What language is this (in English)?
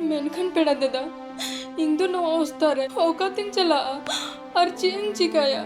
Santali